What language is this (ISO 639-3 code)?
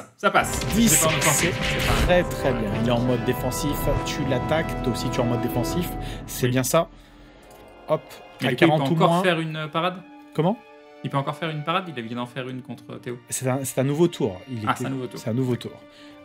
fra